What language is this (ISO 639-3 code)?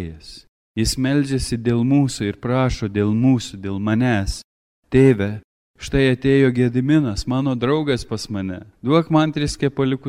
lit